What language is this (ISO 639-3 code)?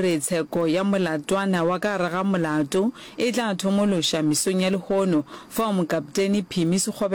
nso